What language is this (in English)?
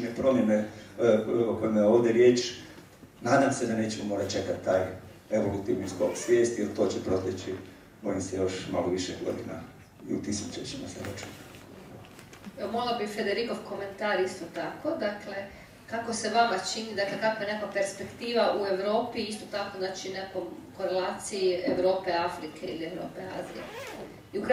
Croatian